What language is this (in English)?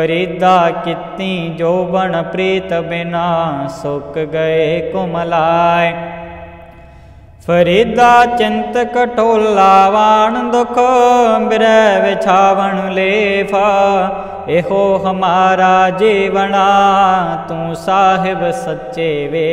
Punjabi